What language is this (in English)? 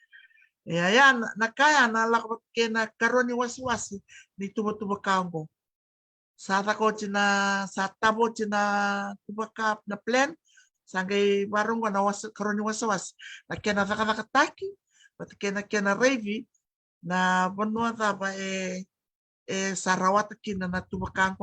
Fijian